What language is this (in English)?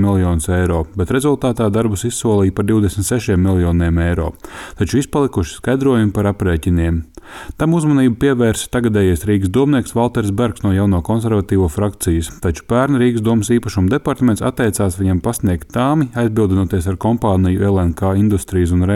Latvian